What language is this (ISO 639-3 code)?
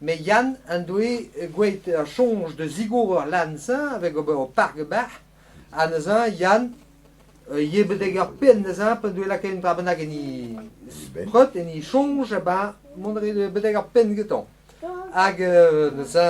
bre